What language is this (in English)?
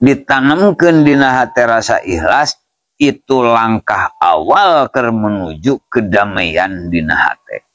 Sundanese